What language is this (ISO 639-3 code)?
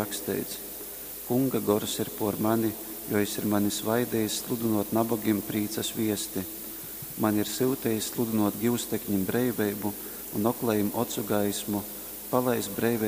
ltg